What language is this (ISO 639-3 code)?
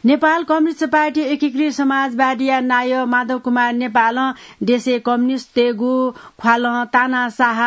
new